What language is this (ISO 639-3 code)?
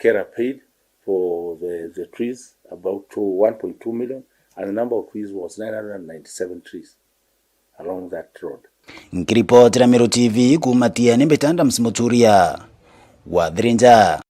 mer